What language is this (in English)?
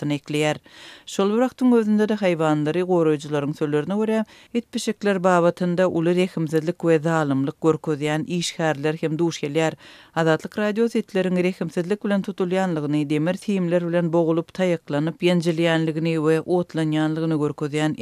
Turkmen